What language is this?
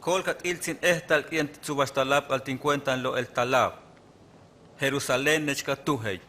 Huastec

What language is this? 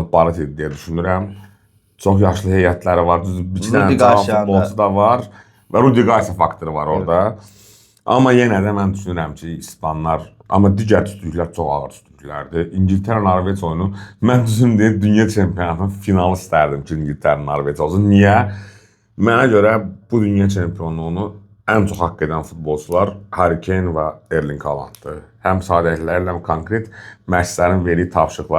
Azerbaijani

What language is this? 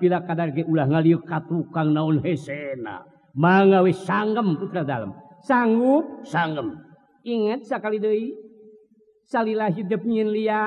Sundanese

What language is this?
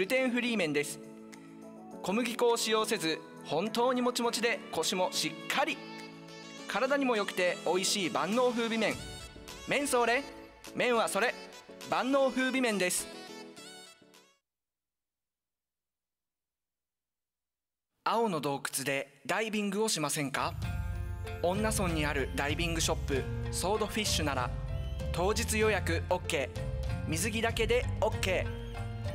Japanese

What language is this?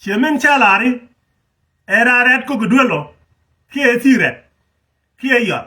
Nuer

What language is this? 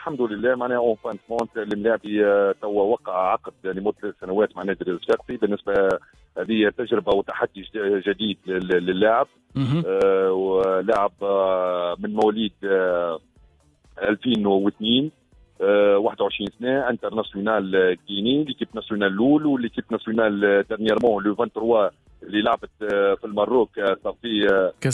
Tunisian Arabic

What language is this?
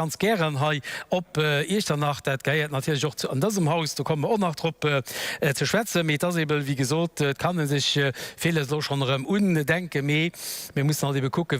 Luxembourgish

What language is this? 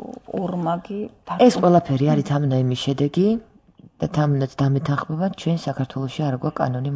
Georgian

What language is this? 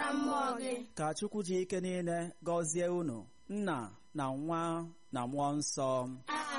Igbo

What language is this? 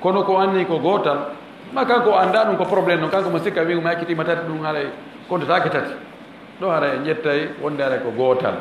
Fula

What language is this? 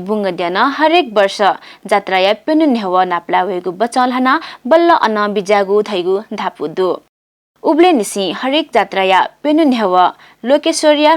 Newari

